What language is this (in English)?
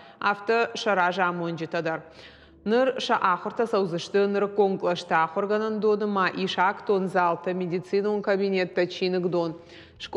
Ossetic